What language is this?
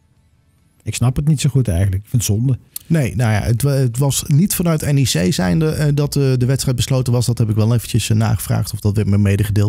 Dutch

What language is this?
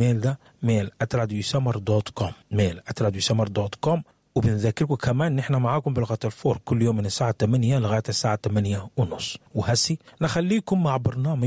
Sudanese Arabic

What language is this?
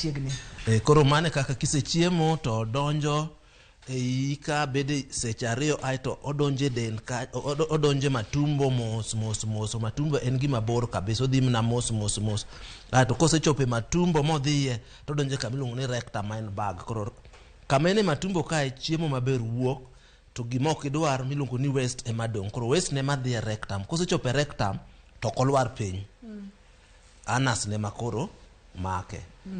Luo (Kenya and Tanzania)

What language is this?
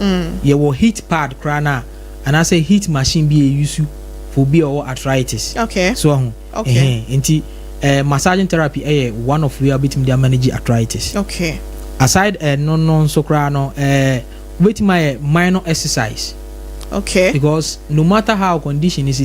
Akan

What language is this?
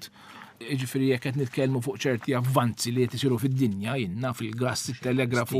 Maltese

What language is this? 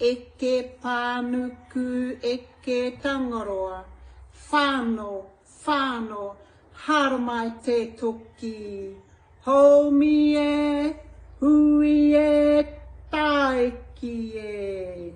Māori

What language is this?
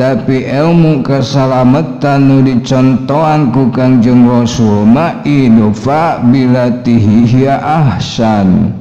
Sundanese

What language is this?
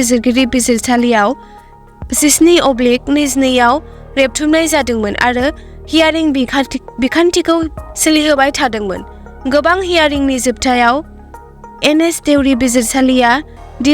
Bodo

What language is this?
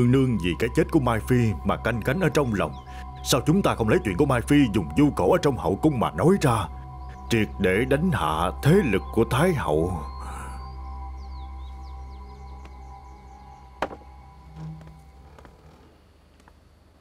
Vietnamese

